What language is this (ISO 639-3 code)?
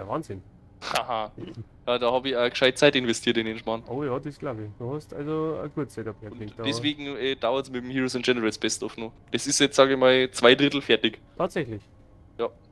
bar